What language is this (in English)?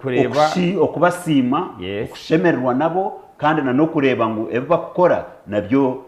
Nyankole